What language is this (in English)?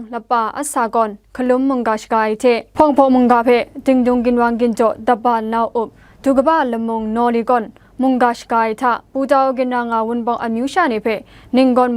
Kachin